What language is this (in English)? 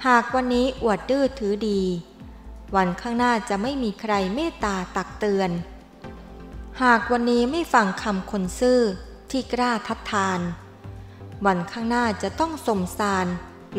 Thai